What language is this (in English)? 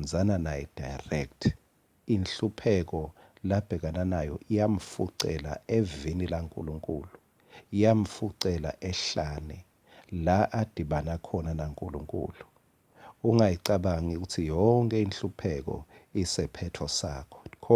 Swati